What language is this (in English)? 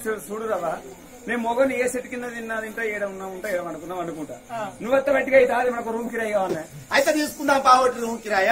Telugu